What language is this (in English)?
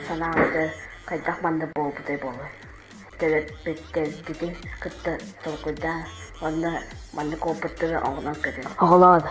Yakut